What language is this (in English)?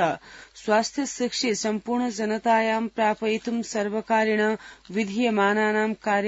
Sanskrit